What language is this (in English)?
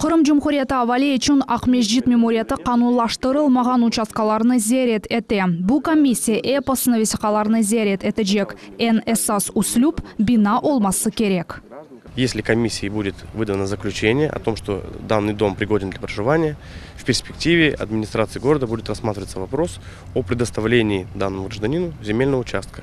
Crimean Tatar